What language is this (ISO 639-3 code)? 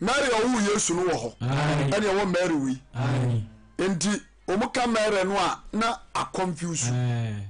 aka